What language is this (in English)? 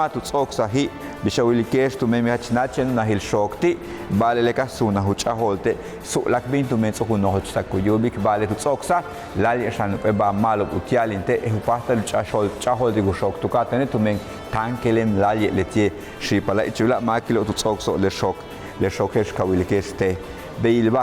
Yucateco